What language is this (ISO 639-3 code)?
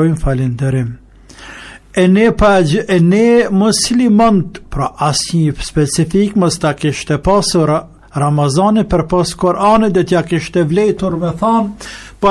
sqi